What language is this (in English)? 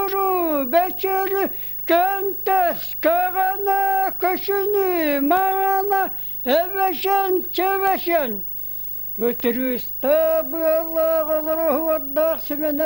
Yakut